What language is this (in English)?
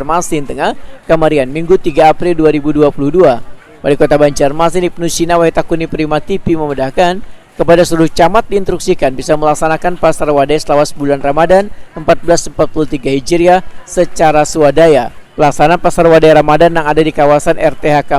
Banjar